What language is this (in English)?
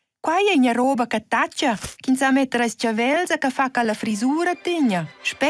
Romansh